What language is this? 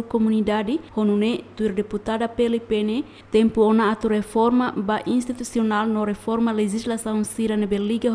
Tetum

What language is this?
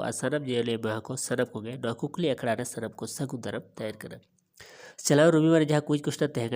Santali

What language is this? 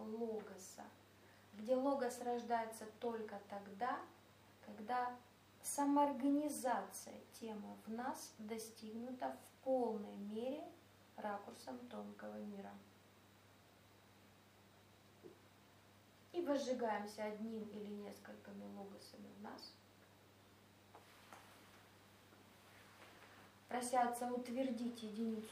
Russian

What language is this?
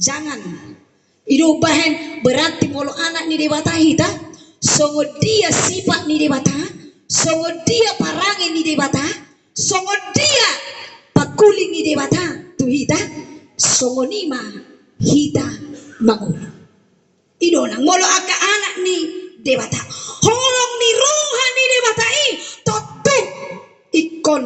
Batak Toba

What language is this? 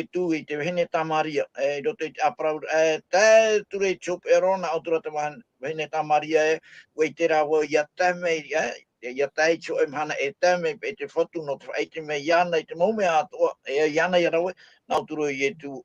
Tahitian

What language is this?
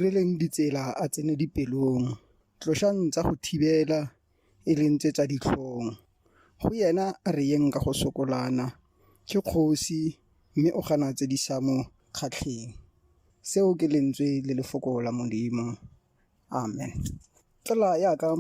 Tswana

